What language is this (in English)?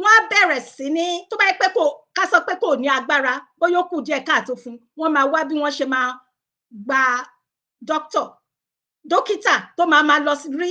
Yoruba